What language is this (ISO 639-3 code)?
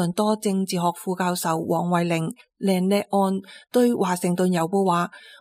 yue